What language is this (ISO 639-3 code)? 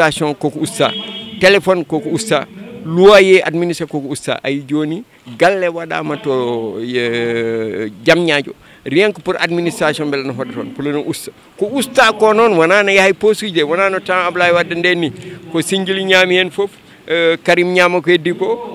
ful